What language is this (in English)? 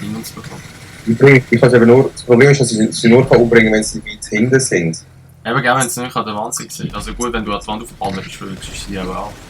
Swiss German